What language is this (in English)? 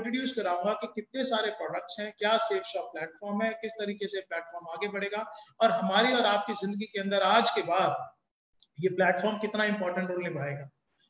Hindi